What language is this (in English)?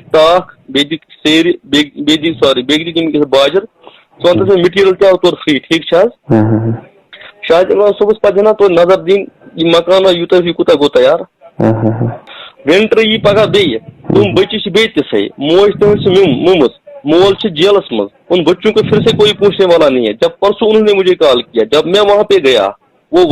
Kashmiri